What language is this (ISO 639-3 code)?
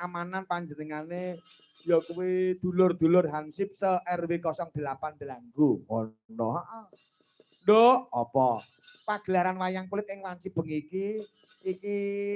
jav